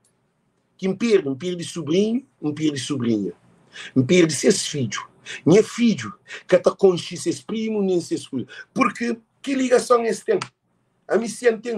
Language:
Kabuverdianu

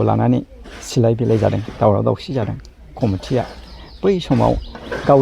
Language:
Bodo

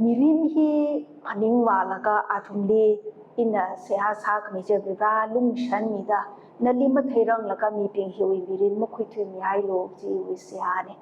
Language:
Tangkhul Naga (India)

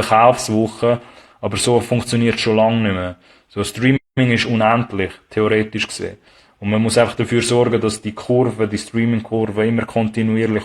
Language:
Swiss German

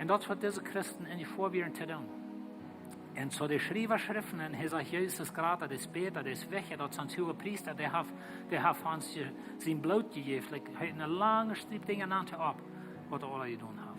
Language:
Plautdietsch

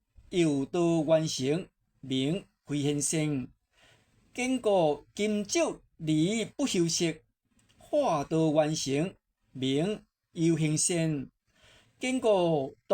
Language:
Min Nan Chinese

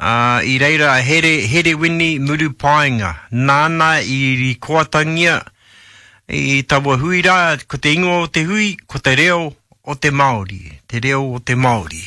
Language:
Māori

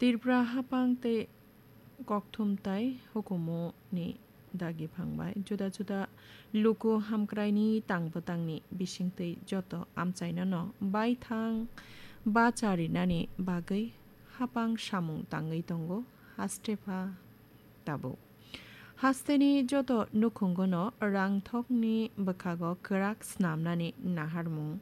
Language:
Kok Borok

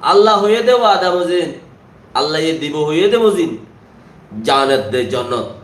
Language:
Rohingya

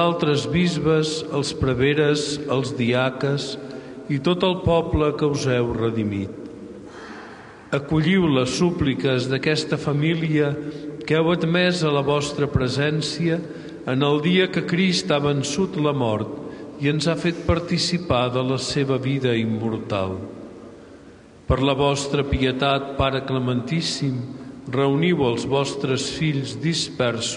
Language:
Catalan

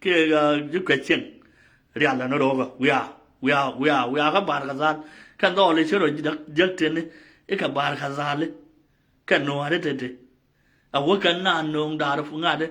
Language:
Nuer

